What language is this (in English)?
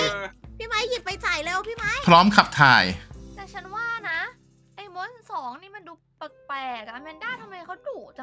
Thai